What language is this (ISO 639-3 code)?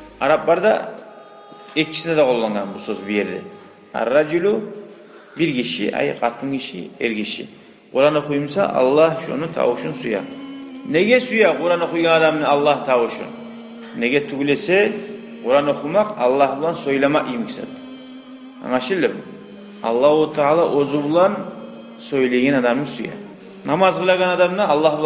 kum